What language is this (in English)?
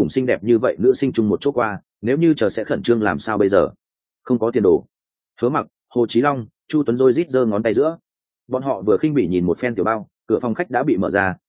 Vietnamese